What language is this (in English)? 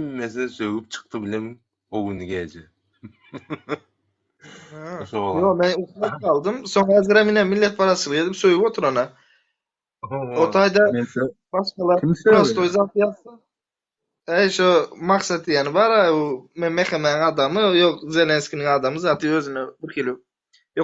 Turkmen